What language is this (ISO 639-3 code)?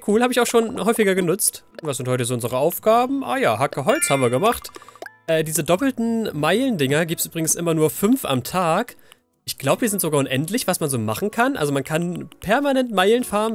deu